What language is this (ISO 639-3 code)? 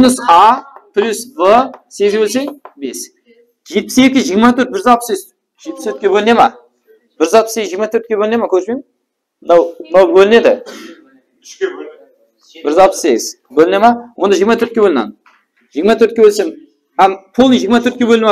kaa